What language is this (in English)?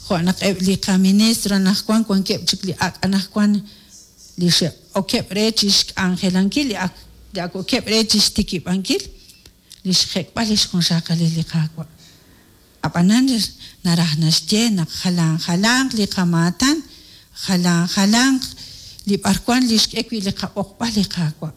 Kekchí